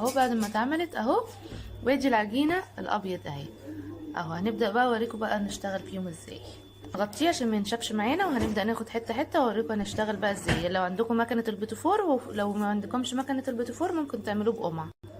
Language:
Egyptian Arabic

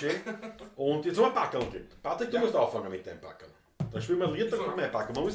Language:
Bavarian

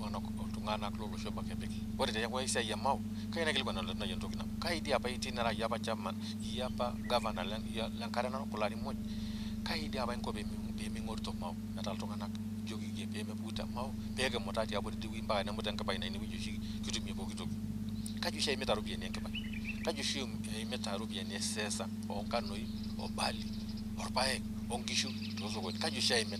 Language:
Masai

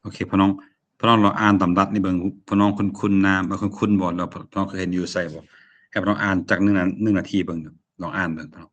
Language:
Lao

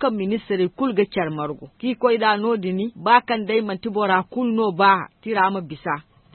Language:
Zarma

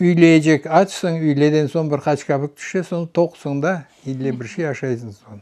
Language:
Crimean Tatar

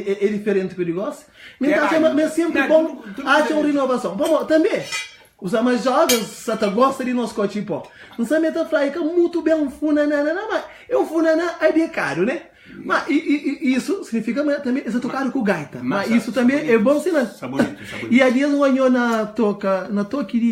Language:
Kabuverdianu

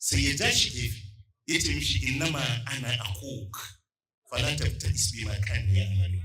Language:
Hausa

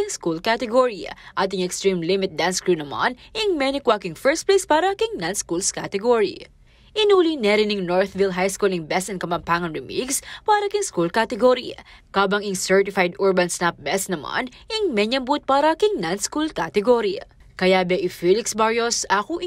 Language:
Pampanga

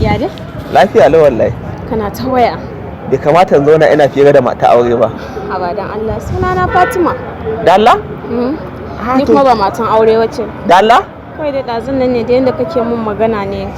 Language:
Hausa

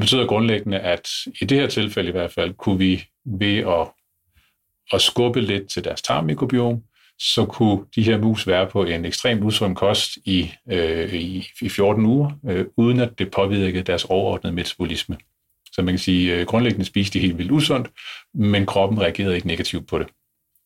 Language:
Danish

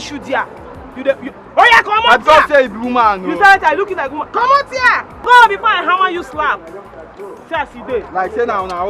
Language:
Nigerian Pidgin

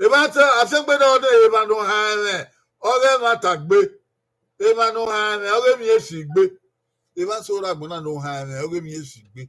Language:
Bini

